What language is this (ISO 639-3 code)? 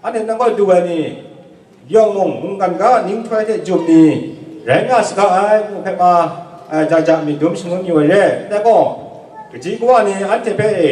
kac